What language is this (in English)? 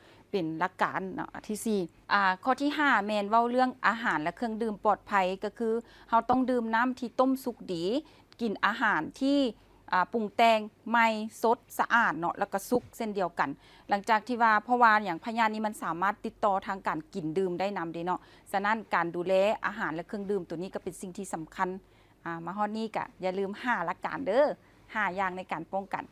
Lao